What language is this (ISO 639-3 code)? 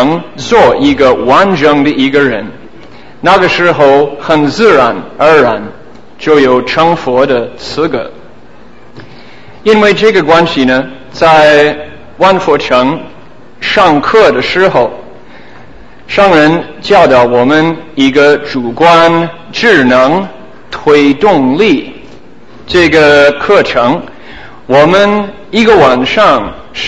zho